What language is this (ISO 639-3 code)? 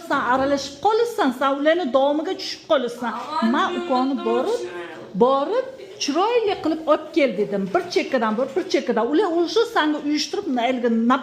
uzb